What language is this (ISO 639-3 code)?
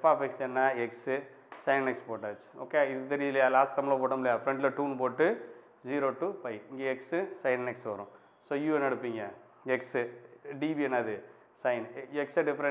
tam